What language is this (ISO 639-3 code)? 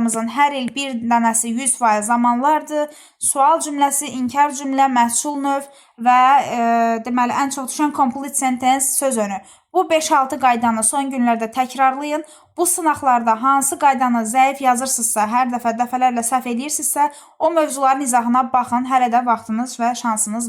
aze